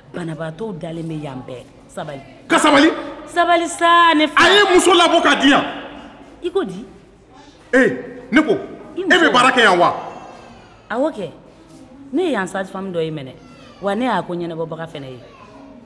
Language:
Bambara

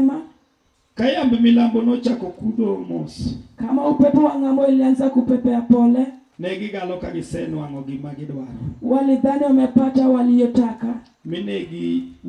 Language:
Luo (Kenya and Tanzania)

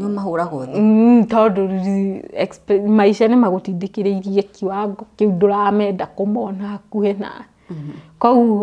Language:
Kikuyu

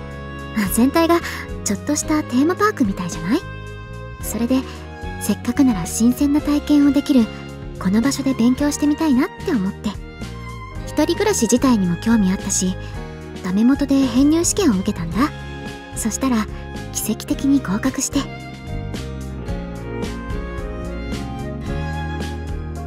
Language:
Japanese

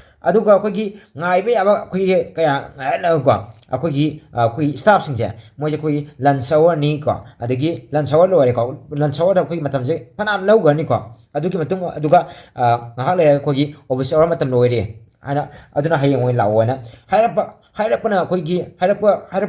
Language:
Manipuri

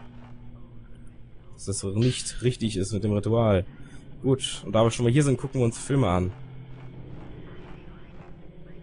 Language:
German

